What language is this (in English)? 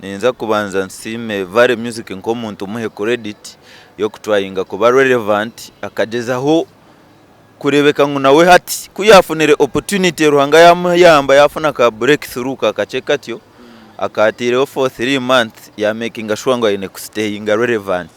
Nyankole